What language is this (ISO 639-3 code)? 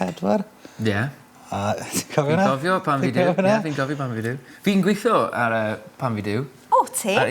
cym